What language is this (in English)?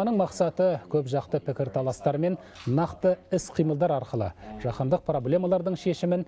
Kazakh